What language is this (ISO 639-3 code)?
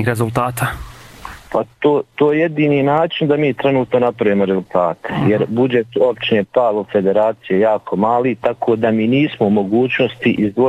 bos